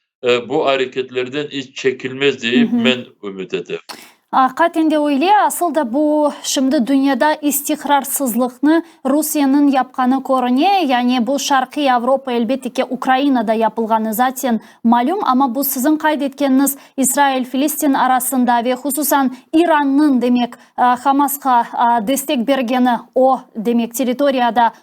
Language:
Crimean Tatar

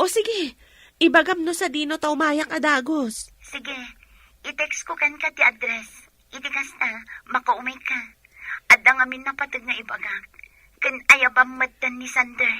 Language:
Iloko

